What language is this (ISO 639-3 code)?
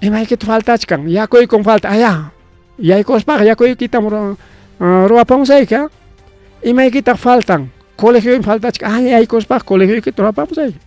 quy